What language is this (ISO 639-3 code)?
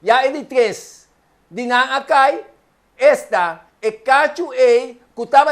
pap